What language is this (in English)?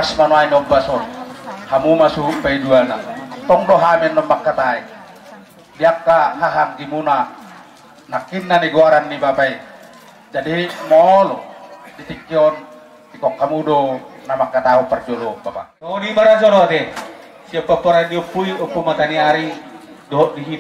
Batak Toba